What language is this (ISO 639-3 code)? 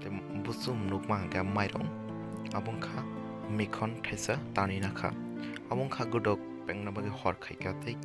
trp